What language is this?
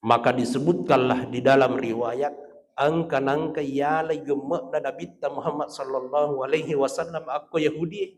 Buginese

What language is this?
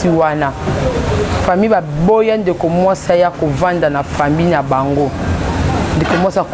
Lingala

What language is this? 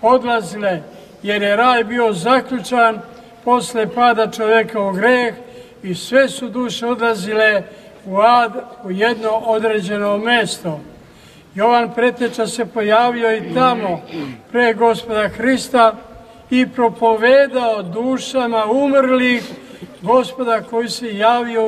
Serbian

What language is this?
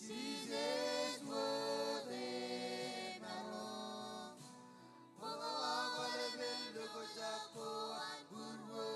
Marshallese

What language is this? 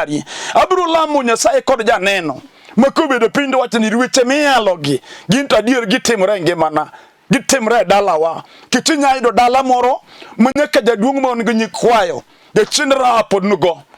Luo (Kenya and Tanzania)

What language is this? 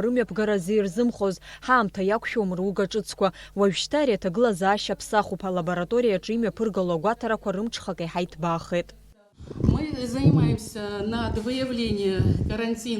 Abkhazian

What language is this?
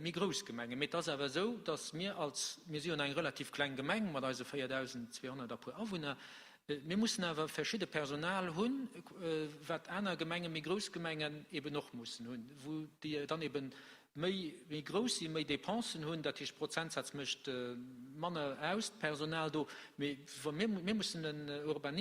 Luxembourgish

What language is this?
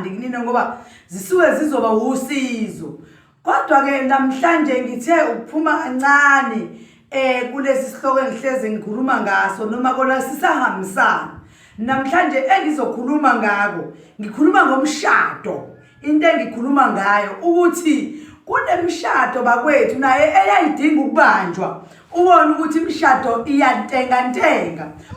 Zulu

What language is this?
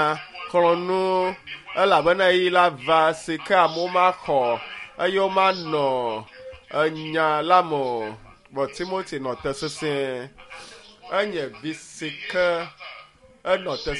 Ewe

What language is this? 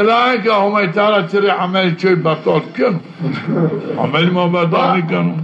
Zaza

